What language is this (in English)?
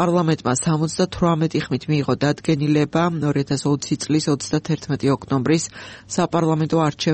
Georgian